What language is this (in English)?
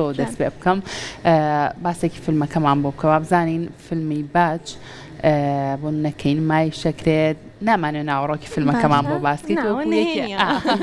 Central Kurdish